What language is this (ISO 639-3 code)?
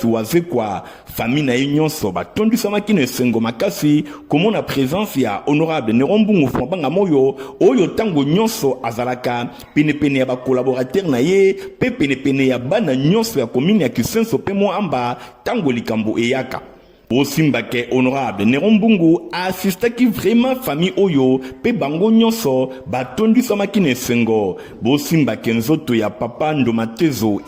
lin